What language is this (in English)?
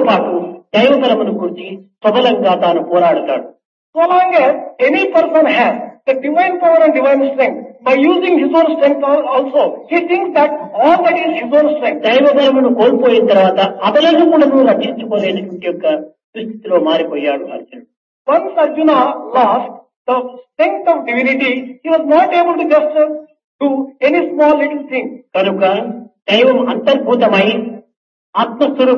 Telugu